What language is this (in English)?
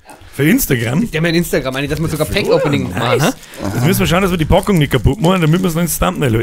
Bavarian